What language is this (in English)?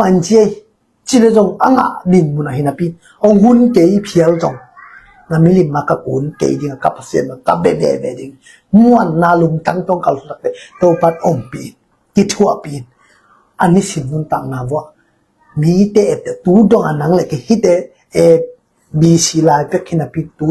Tedim Chin